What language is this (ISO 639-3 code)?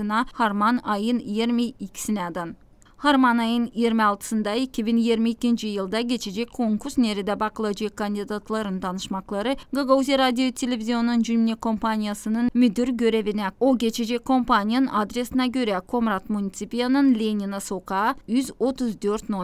gag